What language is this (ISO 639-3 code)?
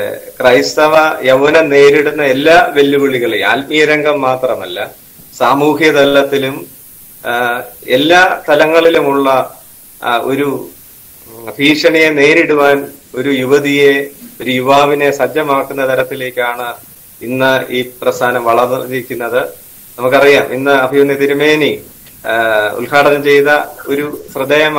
mal